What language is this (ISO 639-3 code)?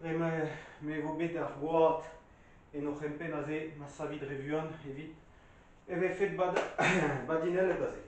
bre